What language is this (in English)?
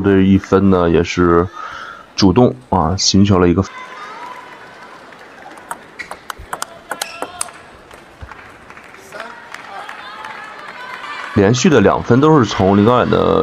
Chinese